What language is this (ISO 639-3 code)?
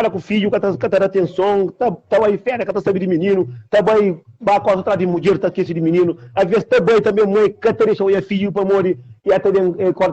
kea